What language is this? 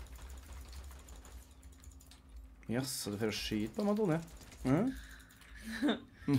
Norwegian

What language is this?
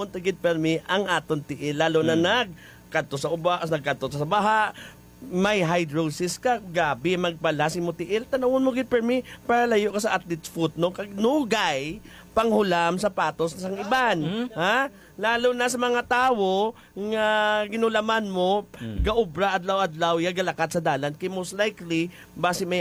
Hiligaynon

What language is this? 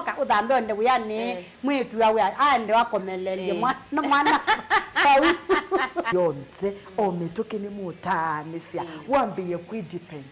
Kamba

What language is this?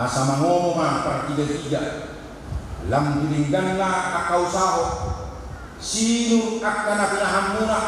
Batak Toba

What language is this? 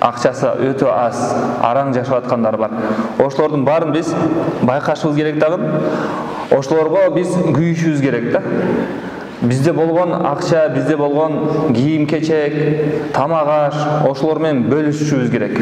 Kyrgyz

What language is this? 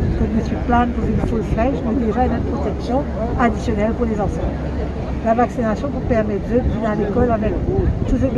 Morisyen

